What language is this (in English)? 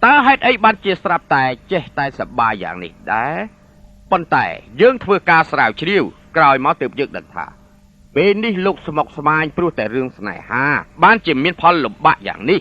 Khmer